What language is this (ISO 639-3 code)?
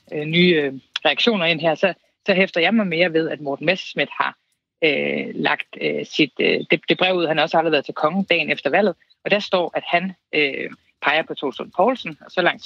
dan